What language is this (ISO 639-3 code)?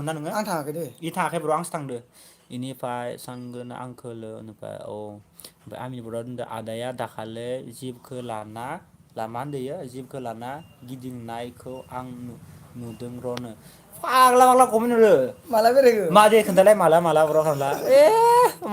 brx